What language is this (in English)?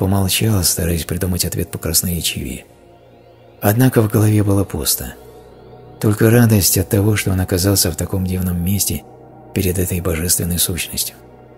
Russian